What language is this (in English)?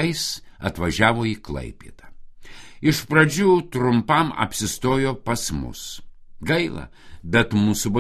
Lithuanian